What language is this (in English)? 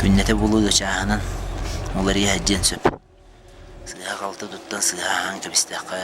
Yakut